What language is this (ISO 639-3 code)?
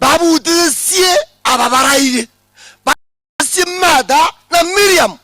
guz